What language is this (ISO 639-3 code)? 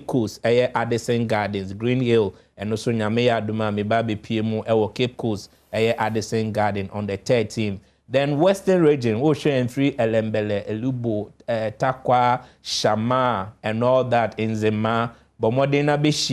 aka